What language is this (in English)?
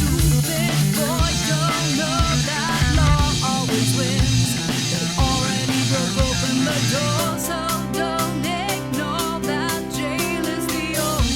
Bavarian